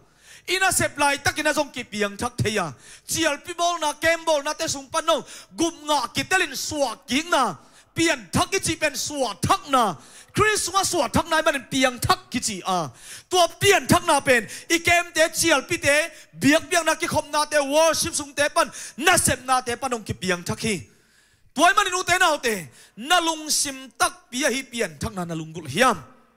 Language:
Tedim Chin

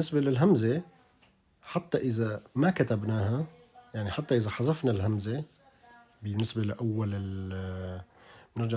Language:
North Levantine Arabic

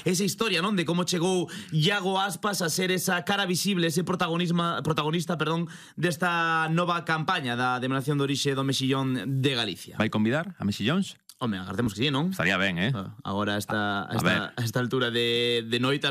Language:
Galician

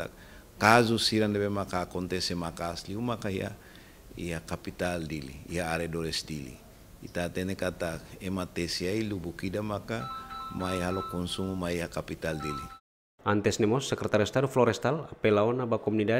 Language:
Tetum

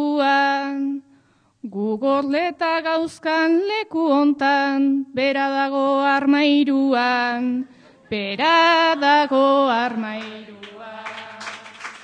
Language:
Basque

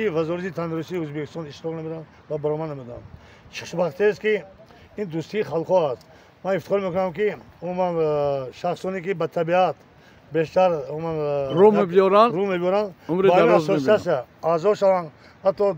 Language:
Tajik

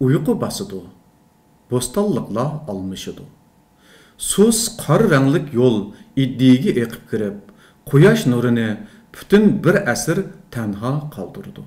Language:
Uyghur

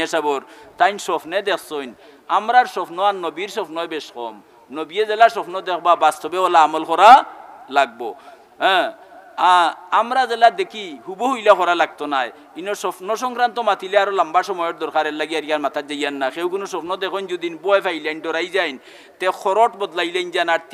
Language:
Sylheti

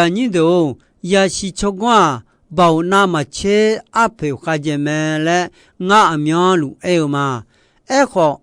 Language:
Akha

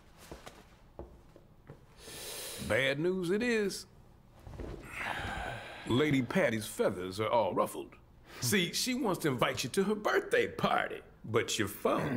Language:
English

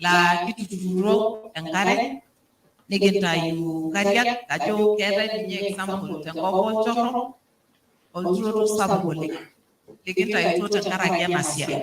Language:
Masai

